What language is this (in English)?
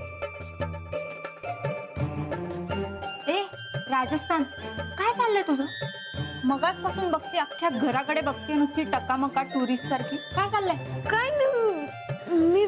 Marathi